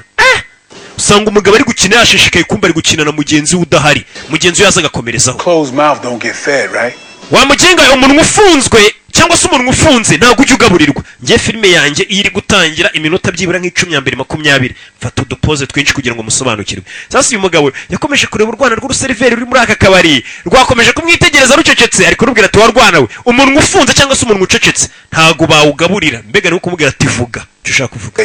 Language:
Kinyarwanda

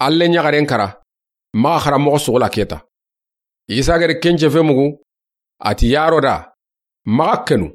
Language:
Soninke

